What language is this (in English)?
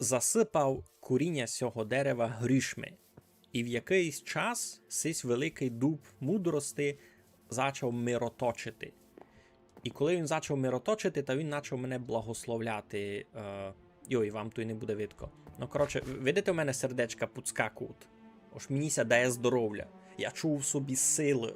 Rusyn